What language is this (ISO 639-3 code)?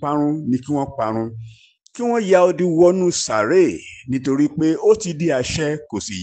yor